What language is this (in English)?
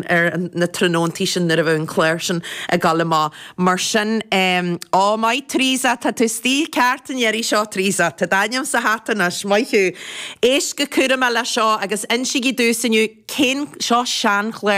Irish